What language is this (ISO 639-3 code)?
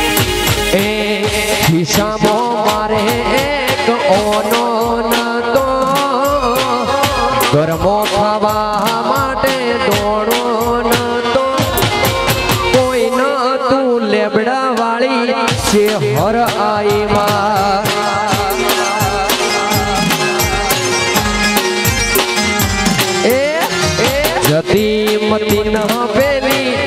guj